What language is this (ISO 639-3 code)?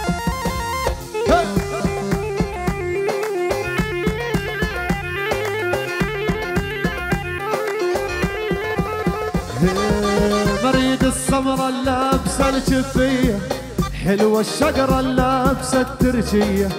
ajp